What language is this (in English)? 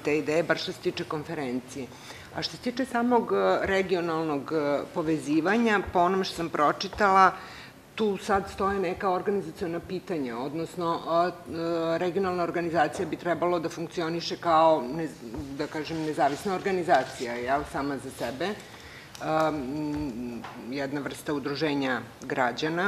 Serbian